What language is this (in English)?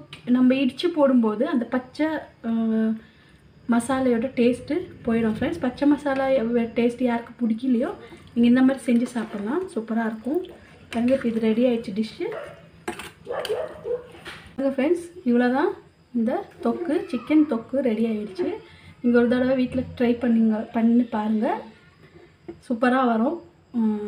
Tamil